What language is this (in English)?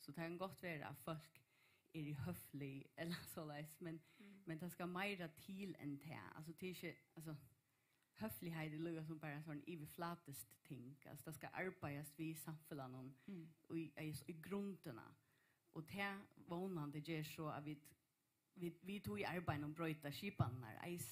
Faroese